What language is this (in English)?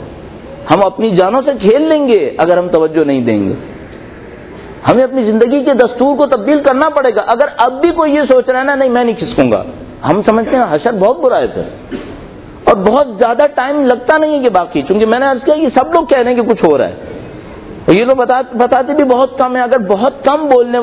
Urdu